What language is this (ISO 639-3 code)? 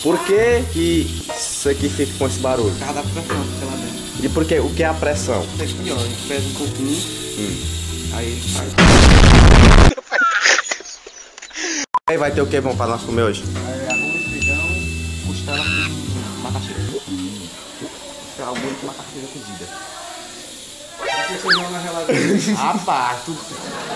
por